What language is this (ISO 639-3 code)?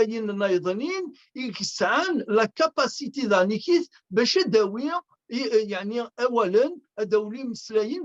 kab